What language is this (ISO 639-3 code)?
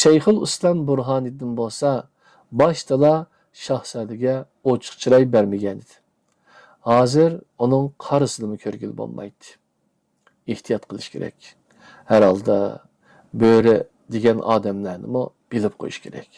uig